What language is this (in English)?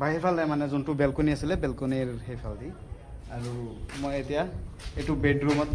Assamese